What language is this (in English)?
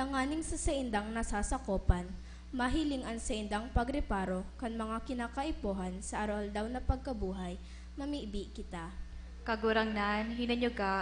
Bikol